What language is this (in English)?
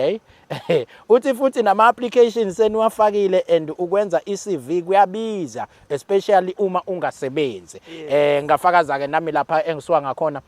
Zulu